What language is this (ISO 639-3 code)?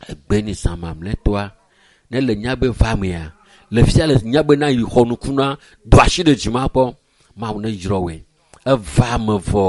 ewe